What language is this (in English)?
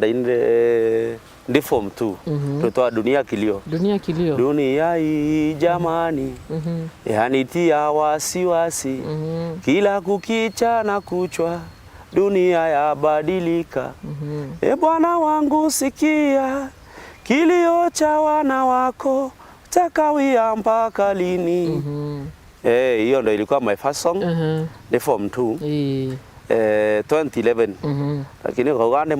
Meru